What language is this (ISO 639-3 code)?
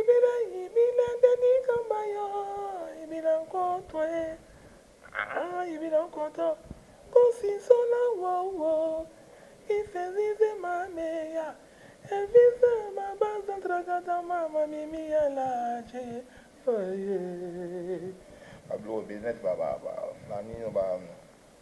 lin